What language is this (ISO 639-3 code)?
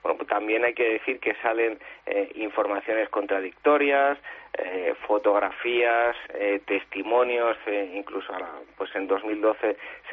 spa